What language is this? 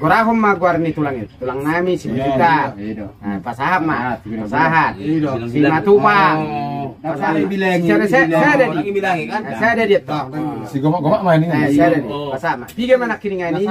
Batak Toba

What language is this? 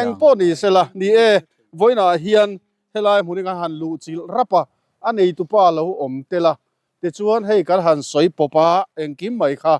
Mizo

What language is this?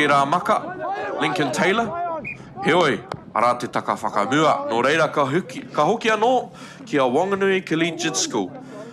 Māori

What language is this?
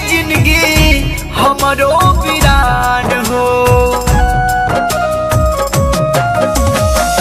Bhojpuri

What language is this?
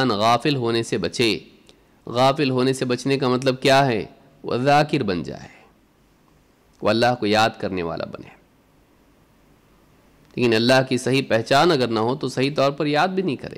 Urdu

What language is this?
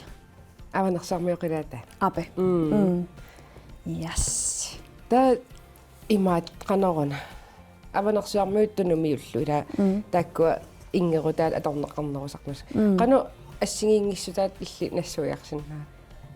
Kalaallisut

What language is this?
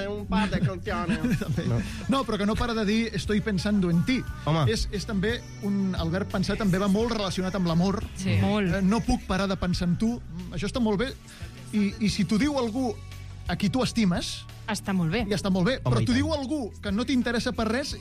Catalan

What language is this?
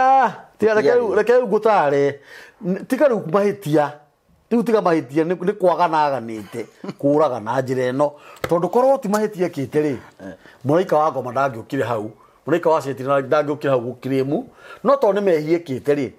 Kikuyu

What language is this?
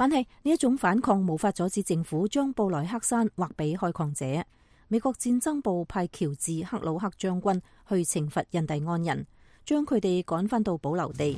Cantonese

